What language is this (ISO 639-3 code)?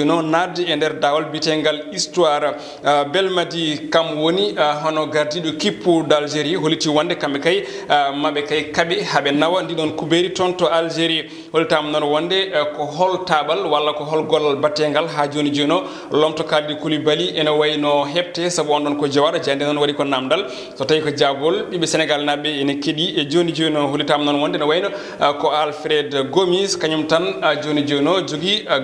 ful